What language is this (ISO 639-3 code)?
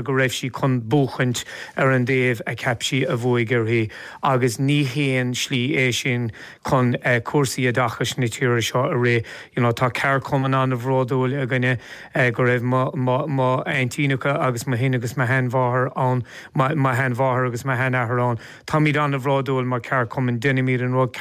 gle